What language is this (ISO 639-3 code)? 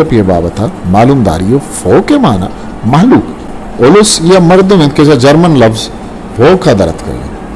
bgp